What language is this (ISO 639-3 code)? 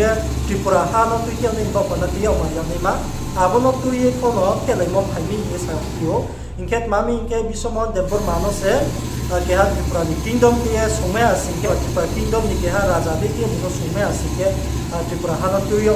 ria